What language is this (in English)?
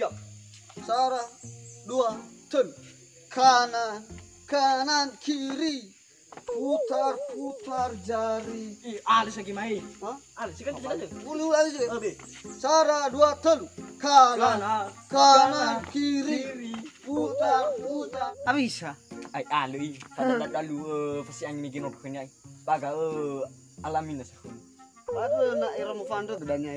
Nias